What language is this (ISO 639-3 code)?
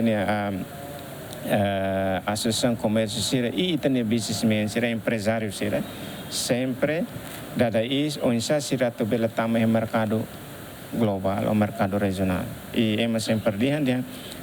tet